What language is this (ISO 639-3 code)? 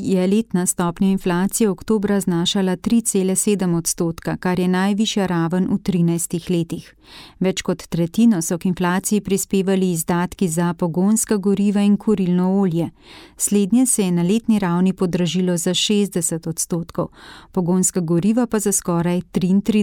slv